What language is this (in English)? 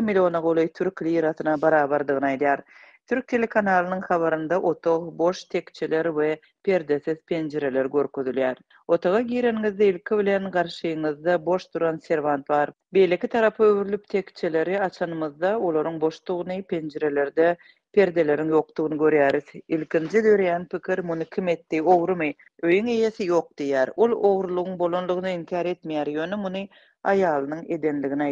Turkmen